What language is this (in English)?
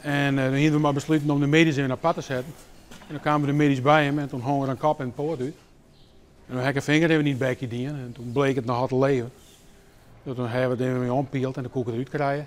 Western Frisian